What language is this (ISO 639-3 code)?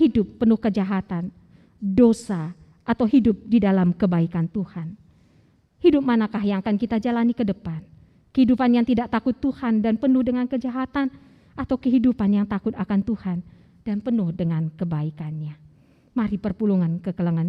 btx